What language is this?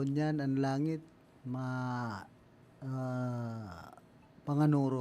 Bikol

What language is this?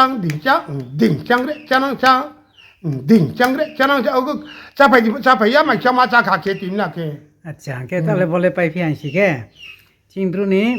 Riang (India)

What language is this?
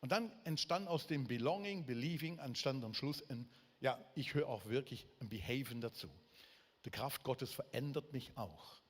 Swiss German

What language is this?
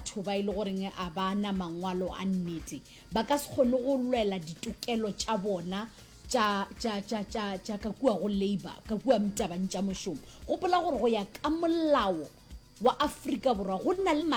Northern Sotho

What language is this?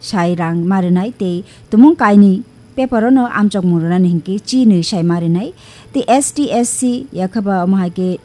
Kok Borok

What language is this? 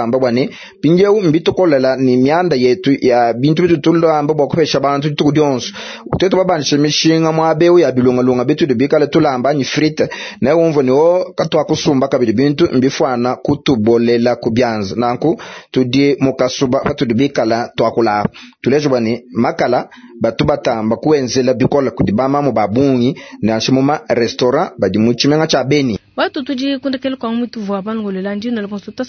Luba-Lulua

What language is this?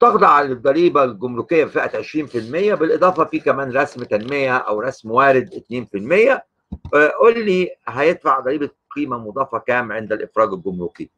Egyptian Arabic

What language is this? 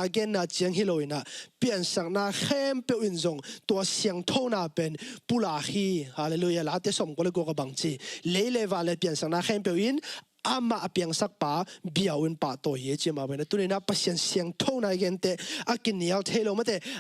Tedim Chin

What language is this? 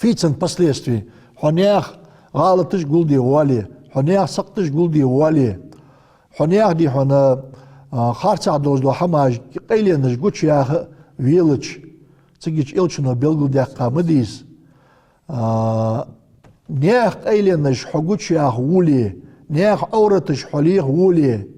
Ingush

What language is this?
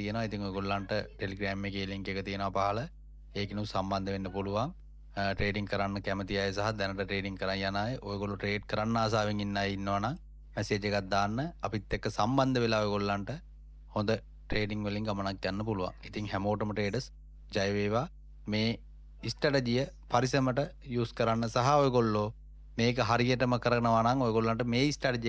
Sinhala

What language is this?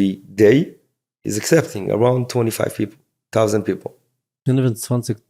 Yiddish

